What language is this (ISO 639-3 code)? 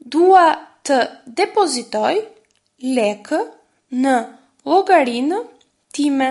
sqi